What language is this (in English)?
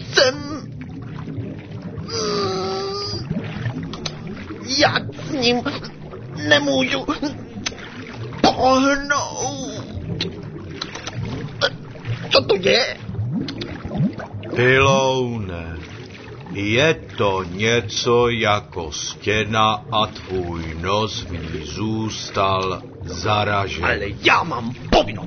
Czech